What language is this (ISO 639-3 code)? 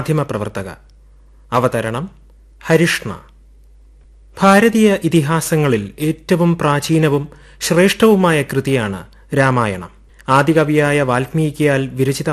mal